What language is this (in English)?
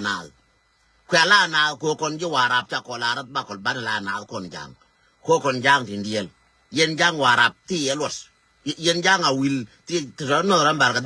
Nuer